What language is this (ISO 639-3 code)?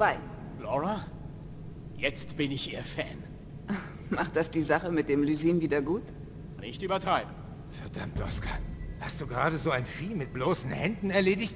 bar